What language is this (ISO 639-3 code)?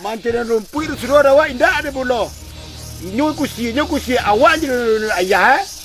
min